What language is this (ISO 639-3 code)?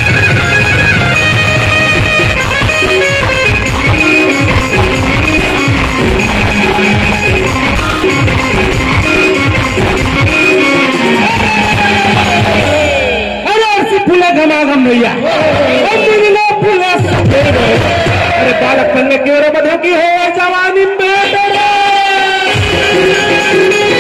bho